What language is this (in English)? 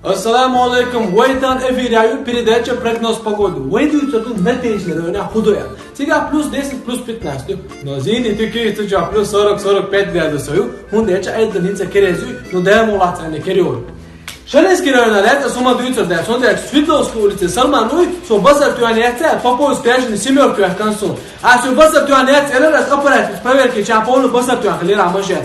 Chechen